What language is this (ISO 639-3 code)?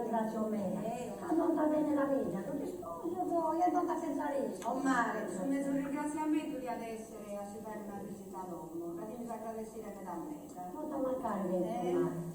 srd